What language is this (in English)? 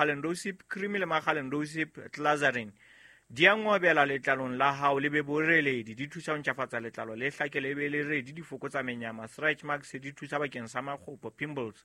Southern Sotho